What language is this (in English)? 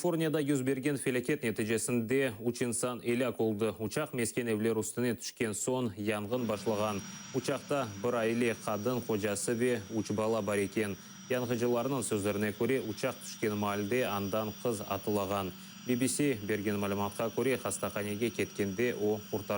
Crimean Tatar